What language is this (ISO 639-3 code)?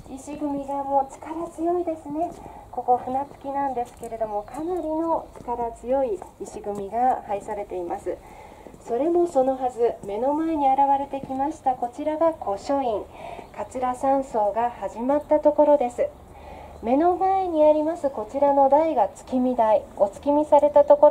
jpn